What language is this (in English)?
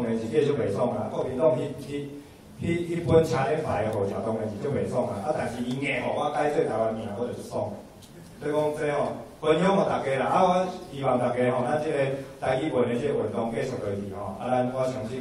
Min Nan Chinese